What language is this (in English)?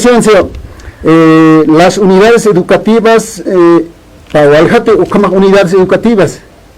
Aymara